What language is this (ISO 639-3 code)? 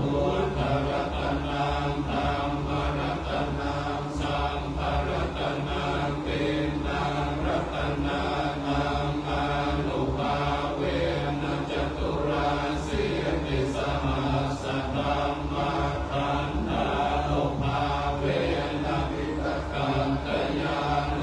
pli